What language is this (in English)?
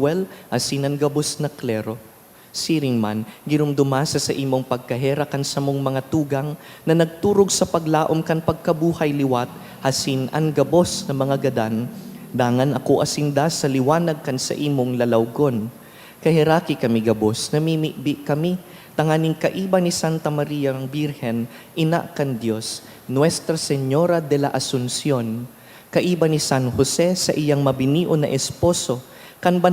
Bikol